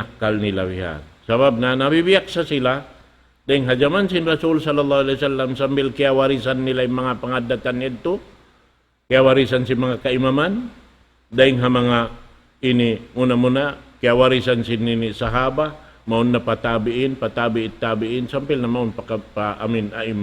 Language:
Tausug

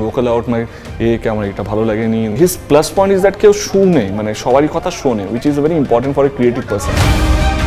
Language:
Bangla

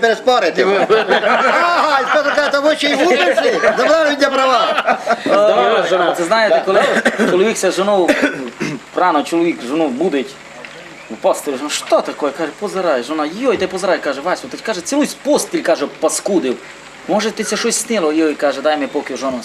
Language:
Rusyn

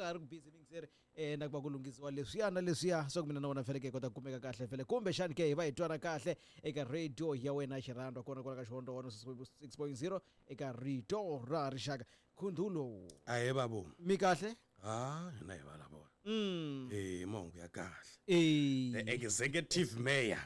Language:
Tsonga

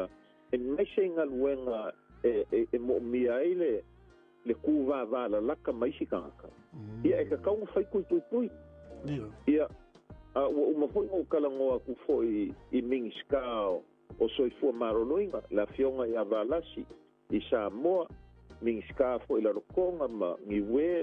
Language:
Samoan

